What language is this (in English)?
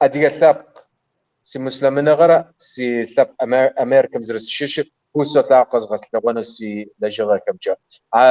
Kabardian